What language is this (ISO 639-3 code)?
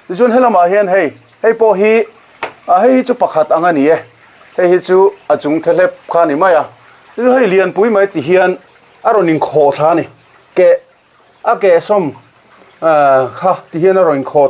lus